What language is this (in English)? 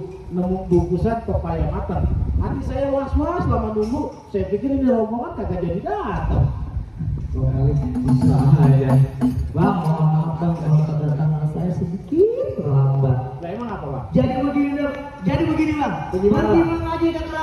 Betawi